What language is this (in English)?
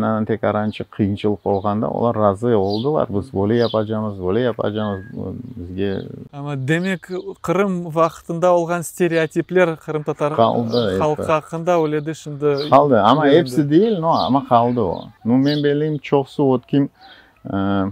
Crimean Tatar